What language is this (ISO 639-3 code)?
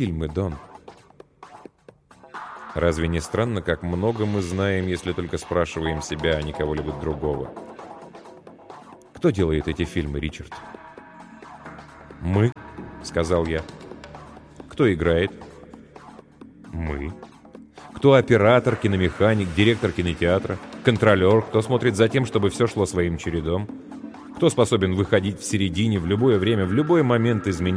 rus